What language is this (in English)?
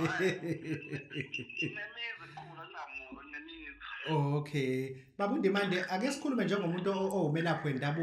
Zulu